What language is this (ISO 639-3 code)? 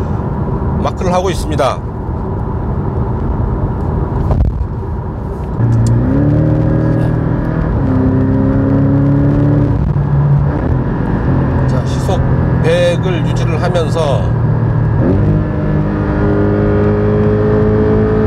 kor